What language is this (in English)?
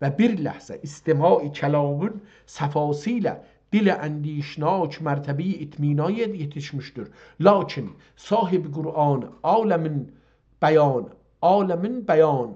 South Azerbaijani